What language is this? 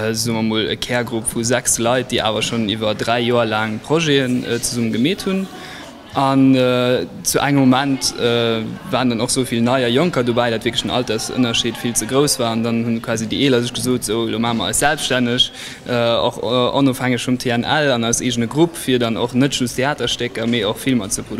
Luxembourgish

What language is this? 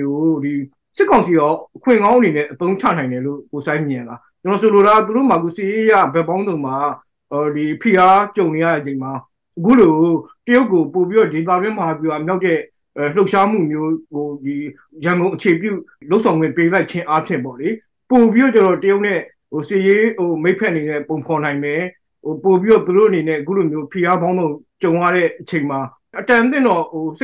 Burmese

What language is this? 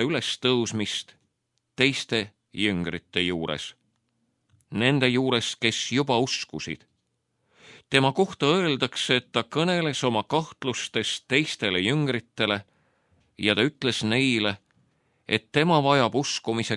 Estonian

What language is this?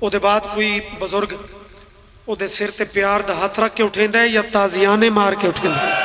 Pahari-Potwari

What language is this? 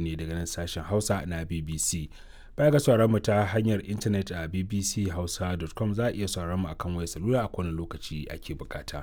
Hausa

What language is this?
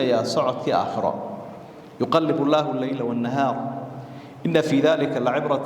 Somali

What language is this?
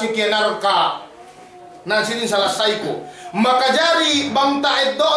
Yakan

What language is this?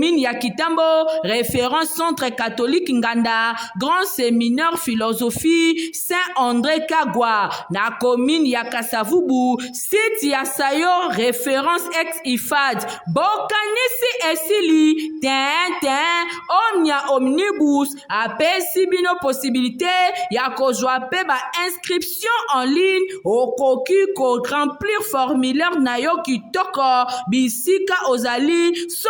Lingala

